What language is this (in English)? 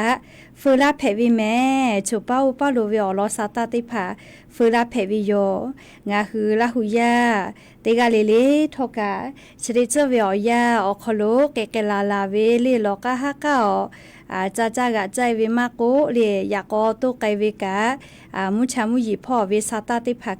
Lahu